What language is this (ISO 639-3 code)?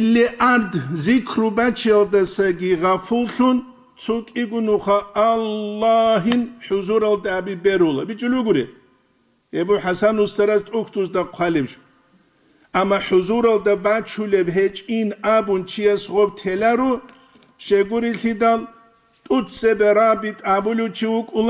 ava